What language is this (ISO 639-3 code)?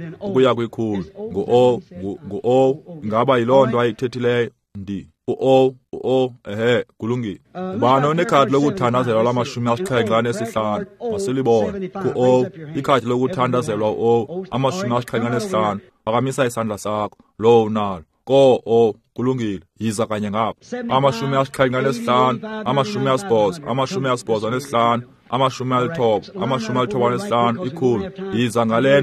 xho